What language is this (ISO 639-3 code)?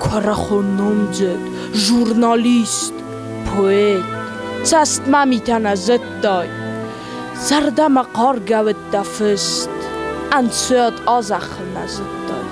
oss